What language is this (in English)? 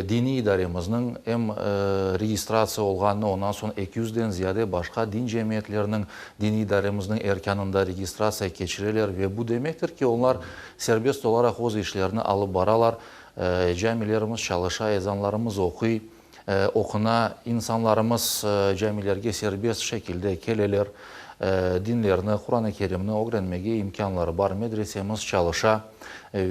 Crimean Tatar